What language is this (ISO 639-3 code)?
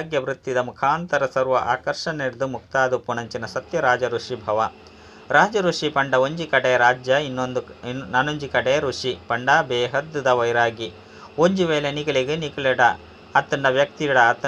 tcy